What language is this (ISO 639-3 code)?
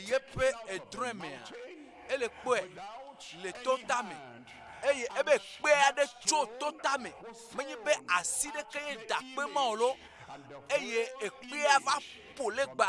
ewe